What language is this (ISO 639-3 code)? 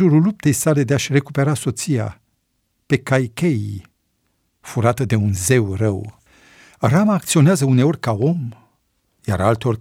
ron